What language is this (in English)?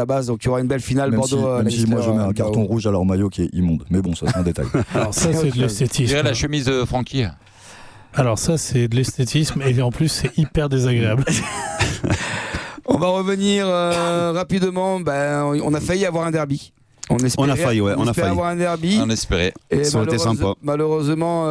French